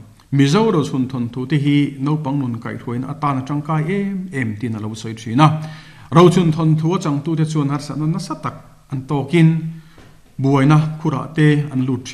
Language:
Mizo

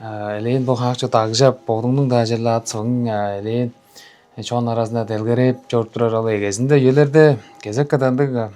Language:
Tuvinian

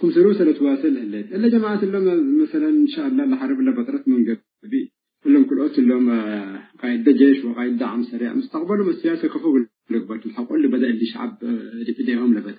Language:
Tigre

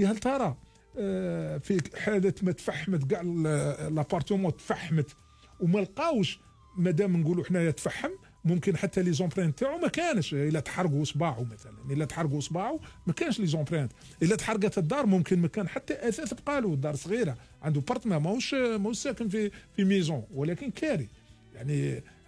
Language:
Algerian Arabic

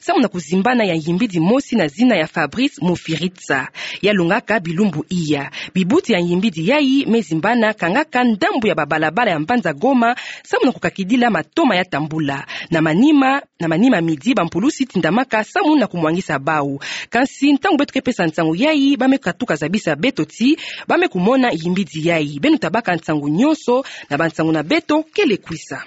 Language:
Kituba (Democratic Republic of Congo)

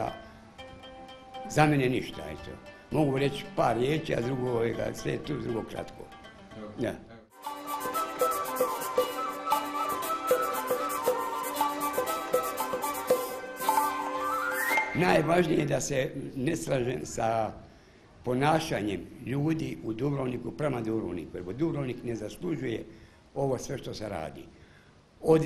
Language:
Croatian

